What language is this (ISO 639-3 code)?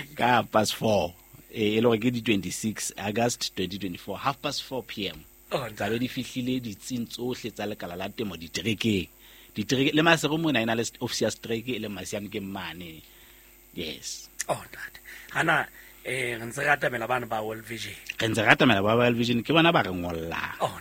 sot